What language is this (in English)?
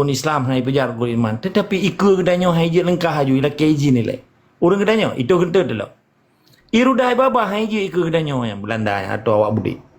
Achinese